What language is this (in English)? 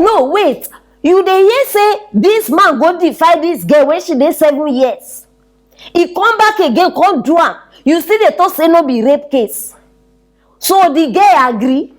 Nigerian Pidgin